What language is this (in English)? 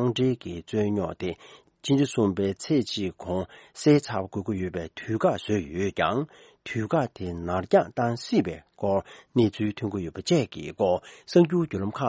Tibetan